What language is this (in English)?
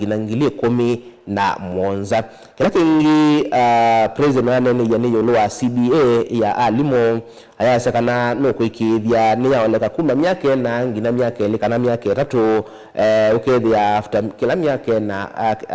Kamba